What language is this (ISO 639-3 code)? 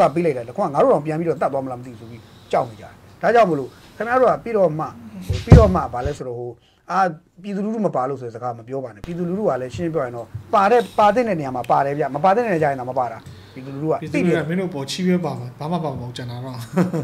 mya